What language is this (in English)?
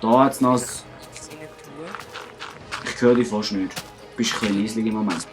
Swiss German